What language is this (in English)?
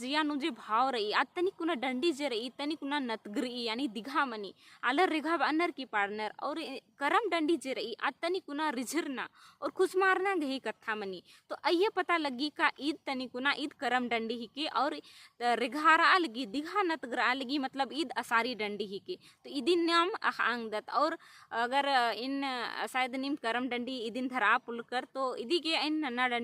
Kurukh